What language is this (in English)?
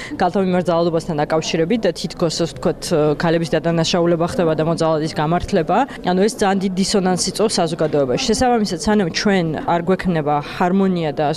Georgian